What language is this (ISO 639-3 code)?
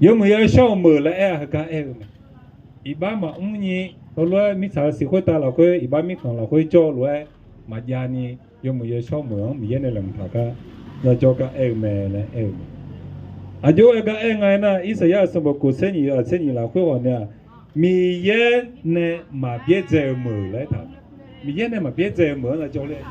ahk